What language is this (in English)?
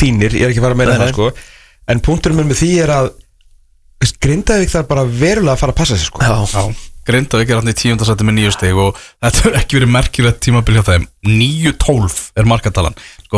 Icelandic